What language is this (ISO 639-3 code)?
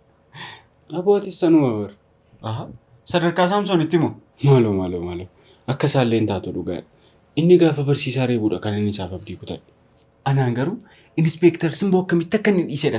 orm